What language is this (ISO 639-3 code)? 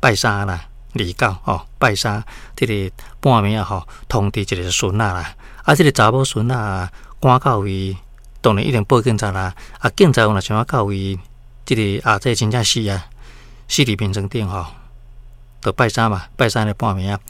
nan